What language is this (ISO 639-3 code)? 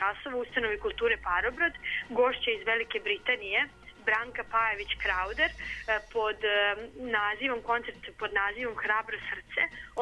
srp